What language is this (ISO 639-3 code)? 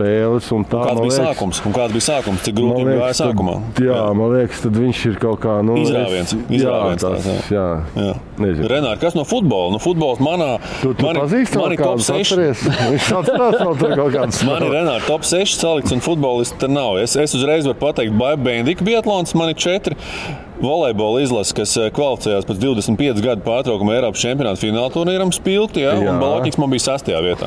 lav